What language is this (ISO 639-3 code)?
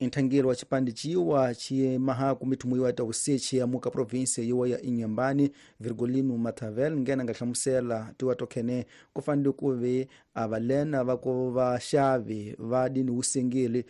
tso